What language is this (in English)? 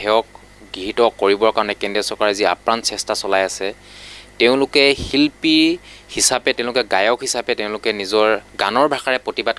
Assamese